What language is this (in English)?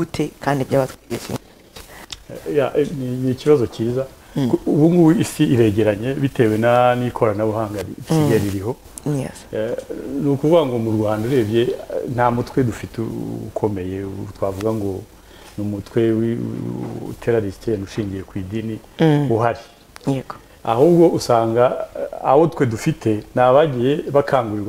Kinyarwanda